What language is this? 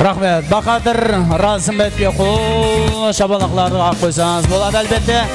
Kara-Kalpak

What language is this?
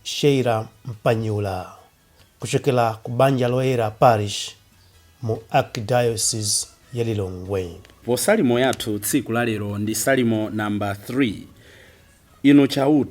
Nyanja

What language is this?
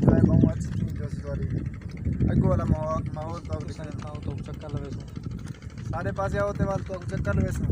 Saraiki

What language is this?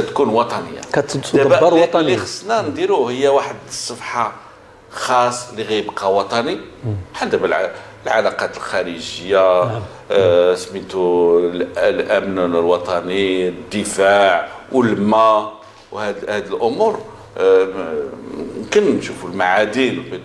Moroccan Arabic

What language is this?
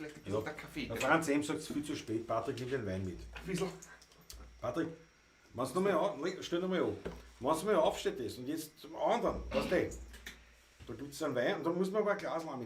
Bavarian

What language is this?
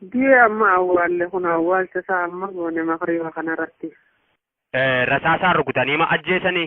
Oromo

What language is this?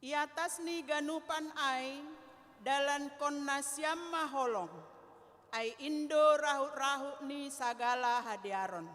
Batak Simalungun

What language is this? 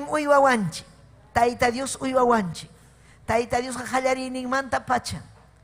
Ayacucho Quechua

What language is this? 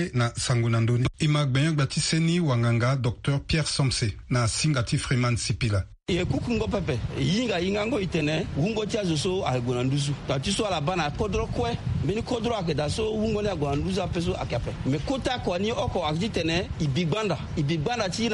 Sango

